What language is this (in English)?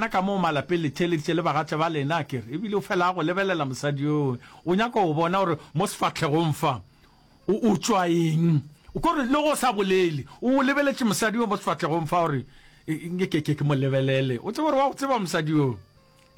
Northern Sotho